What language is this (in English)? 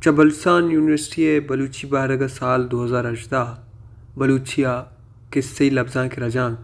Baluchi